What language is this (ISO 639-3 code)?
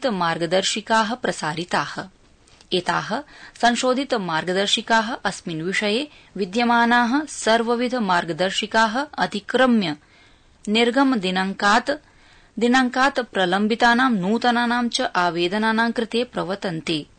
san